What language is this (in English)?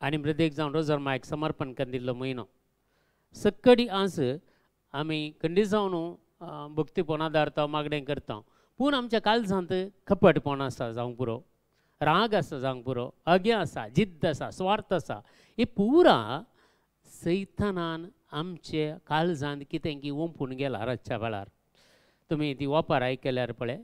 Konkani